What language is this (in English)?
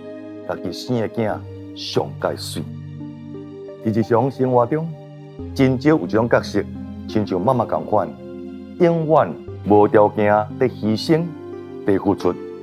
Min Nan Chinese